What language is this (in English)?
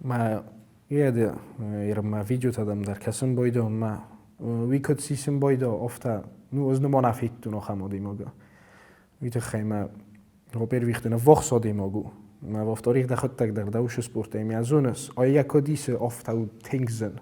Ossetic